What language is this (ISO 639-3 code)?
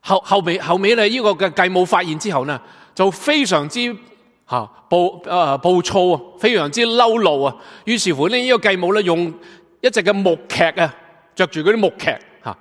yue